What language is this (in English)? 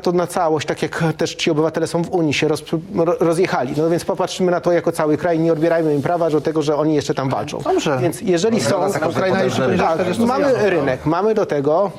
Polish